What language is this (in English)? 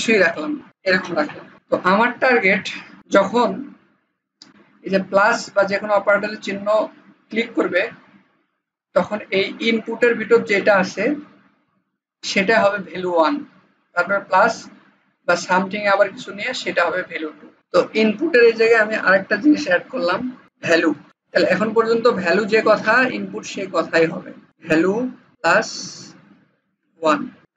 Bangla